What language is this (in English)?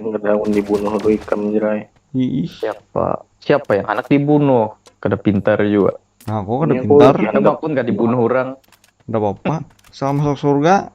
Banjar